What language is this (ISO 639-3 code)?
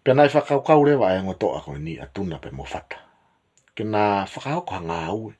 ton